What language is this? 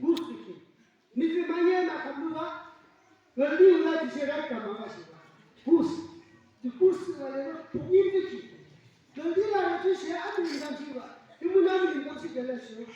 Yimchungru Naga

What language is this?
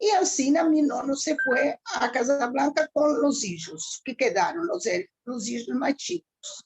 Ladino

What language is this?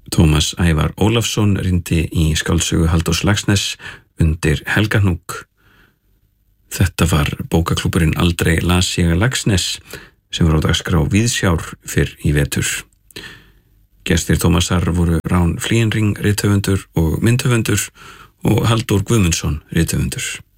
Icelandic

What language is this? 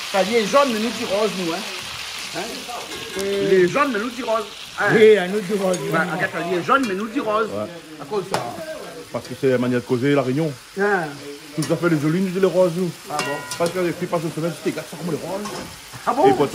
Réunion Creole French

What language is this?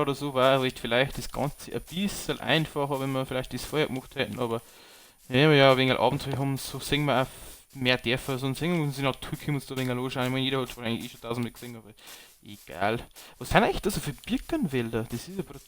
Bavarian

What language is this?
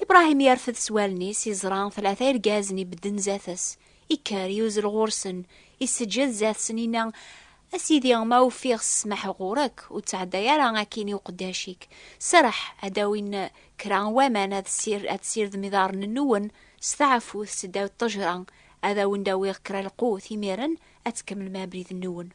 Kabyle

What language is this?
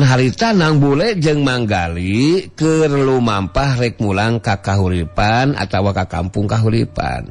Sundanese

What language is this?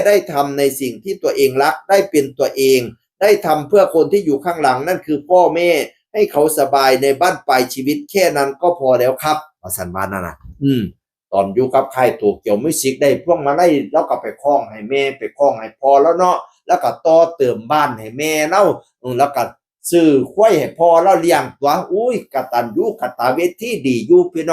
Northeastern Thai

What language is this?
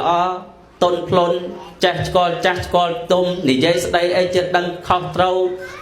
Khmer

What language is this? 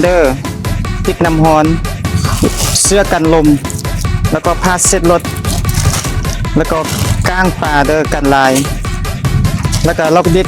Lao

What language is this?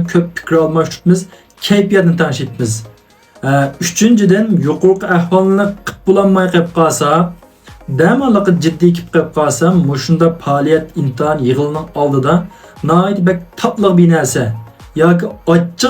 Uyghur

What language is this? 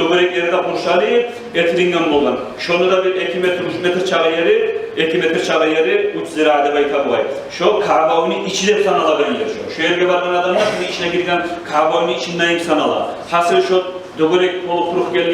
Kumyk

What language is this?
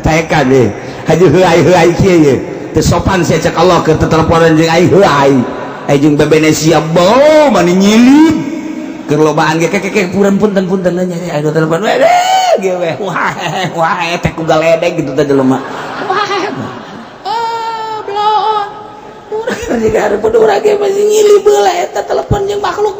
Sundanese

